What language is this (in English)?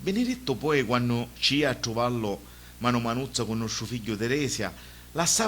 Sicilian